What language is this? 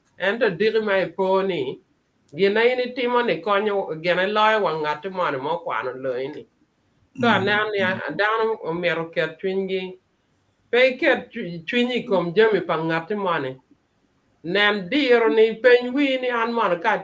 Acoli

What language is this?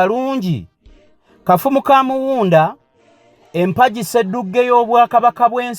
Ganda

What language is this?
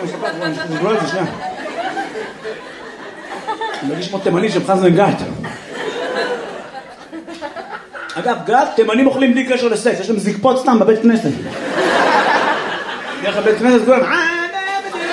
Hebrew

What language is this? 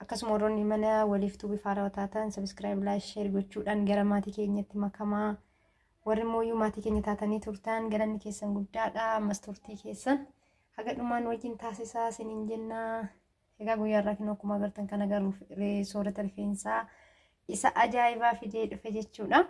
Oromo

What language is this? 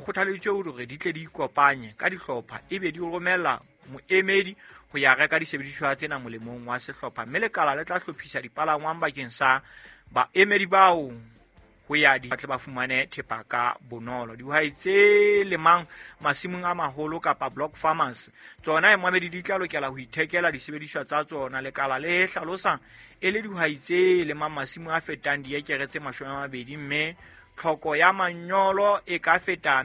Southern Sotho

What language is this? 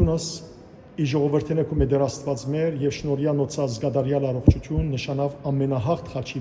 Western Armenian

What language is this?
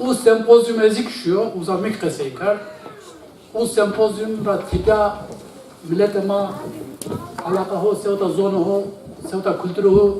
Zaza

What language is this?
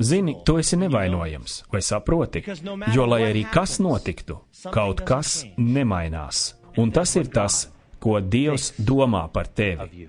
Latvian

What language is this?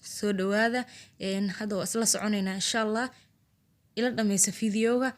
Somali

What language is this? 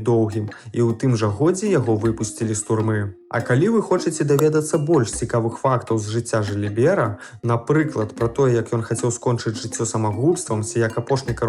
Belarusian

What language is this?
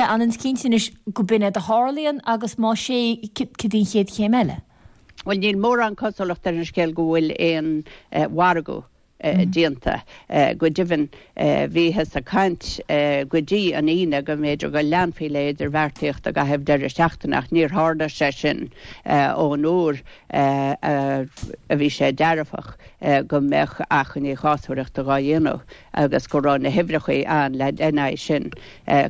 Irish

